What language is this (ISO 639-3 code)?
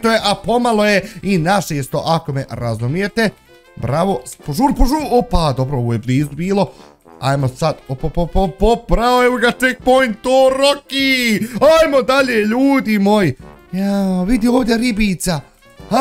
bos